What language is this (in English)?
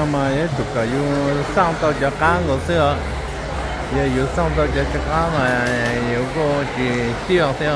Hmong